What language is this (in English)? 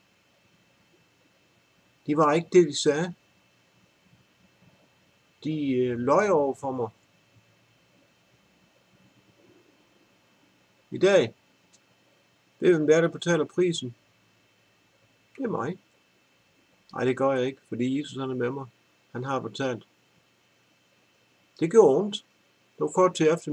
Danish